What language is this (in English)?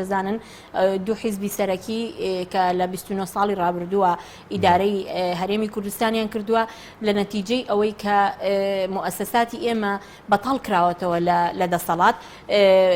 Central Kurdish